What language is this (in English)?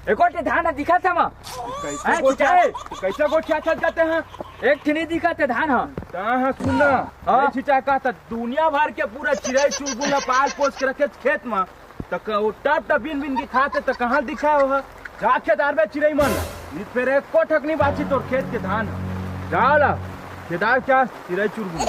Chhattisgarhi